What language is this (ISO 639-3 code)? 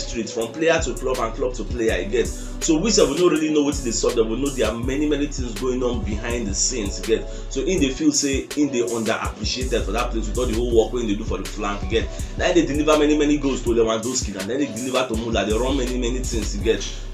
pcm